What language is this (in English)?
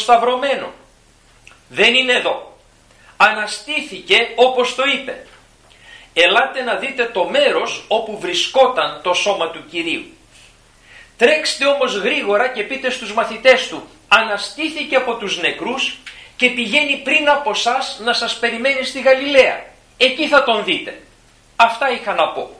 Greek